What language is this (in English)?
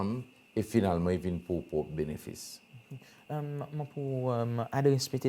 Seselwa Creole French